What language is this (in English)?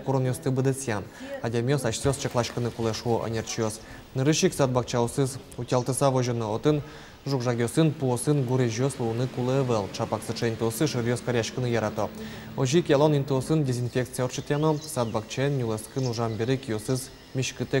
Udmurt